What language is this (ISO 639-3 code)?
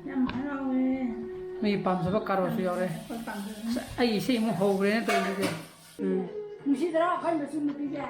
mni